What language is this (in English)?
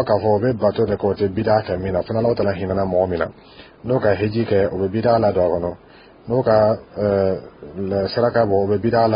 Dyula